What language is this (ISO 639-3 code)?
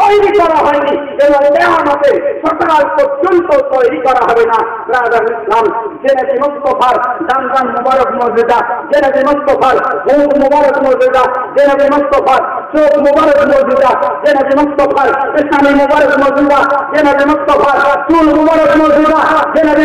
ben